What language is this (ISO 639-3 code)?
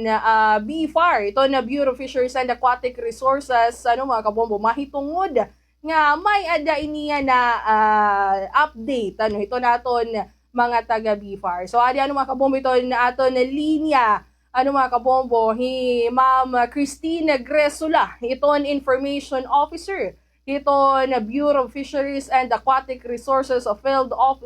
war